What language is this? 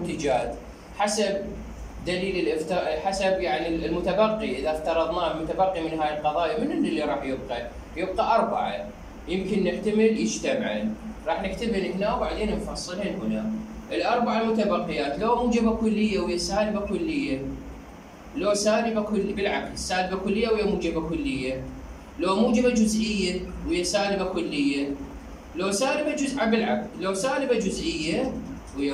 Mesopotamian Arabic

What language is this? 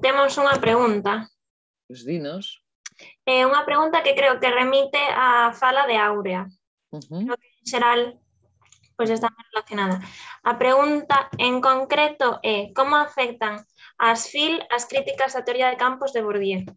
Galician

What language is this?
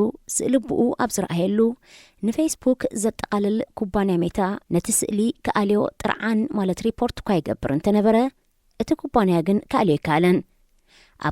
Tigrinya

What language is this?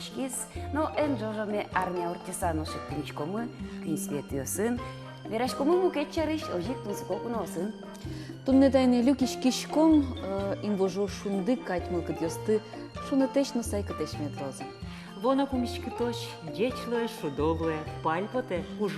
Udmurt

